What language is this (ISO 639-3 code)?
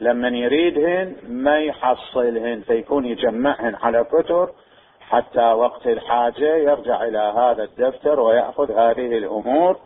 acm